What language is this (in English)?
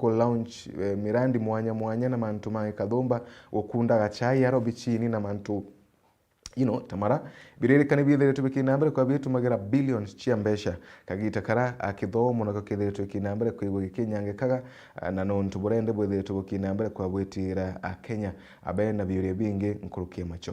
Meru